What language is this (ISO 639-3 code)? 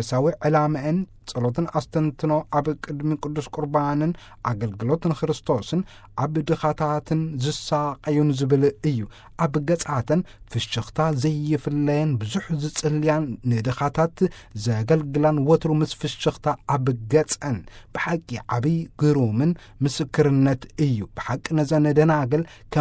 tir